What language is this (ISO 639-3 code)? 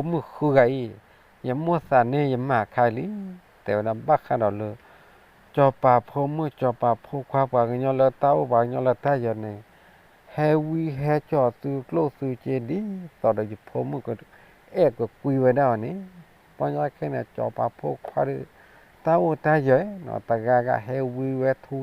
ksw